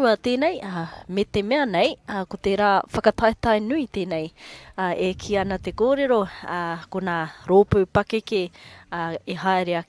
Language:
Māori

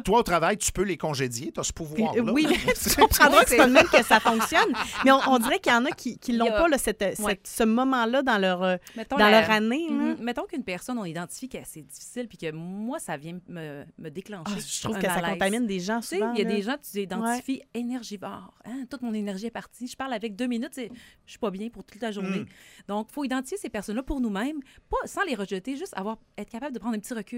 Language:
French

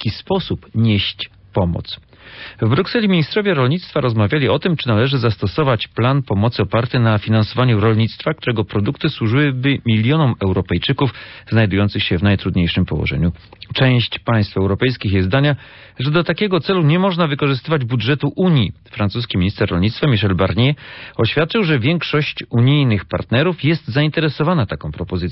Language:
Polish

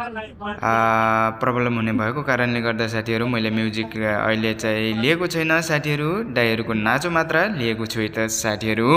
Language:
Nepali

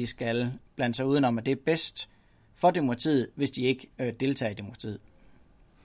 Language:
Danish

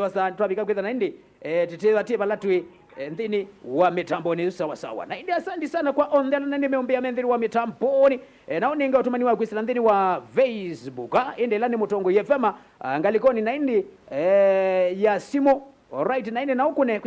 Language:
Kamba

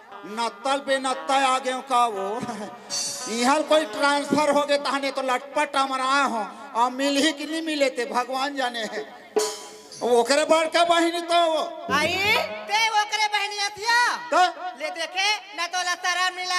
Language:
Chhattisgarhi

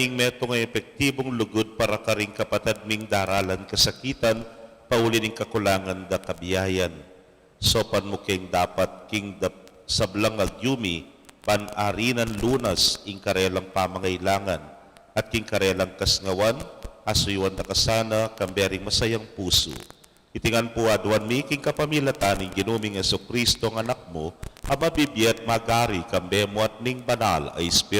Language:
Pampanga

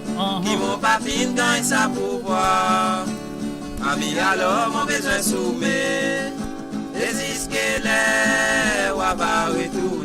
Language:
Morisyen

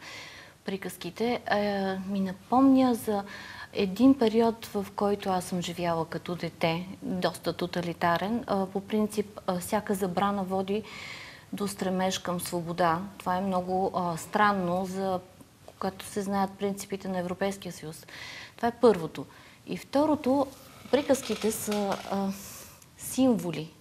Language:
Bulgarian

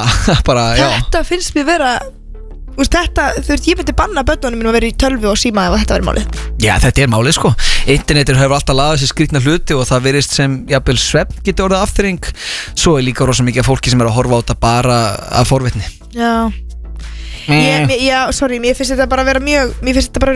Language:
Icelandic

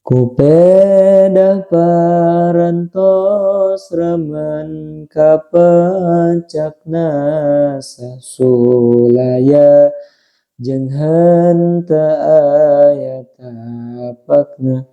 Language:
Sundanese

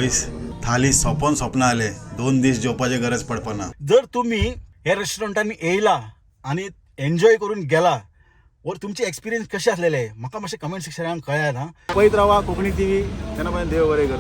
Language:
Konkani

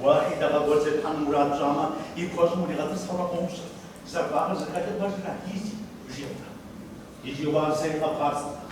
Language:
Kabardian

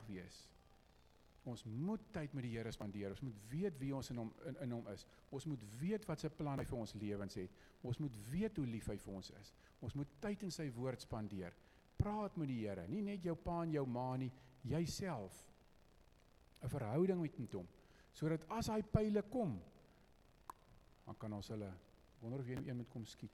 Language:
Afrikaans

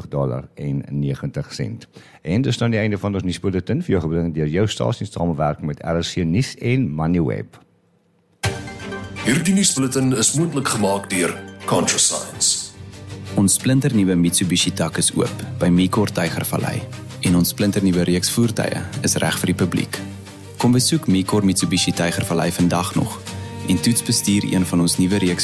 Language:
Afrikaans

